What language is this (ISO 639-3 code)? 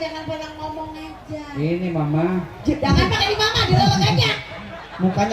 bew